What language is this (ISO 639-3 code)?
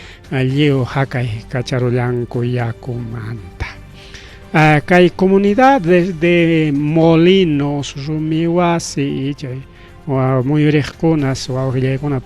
quy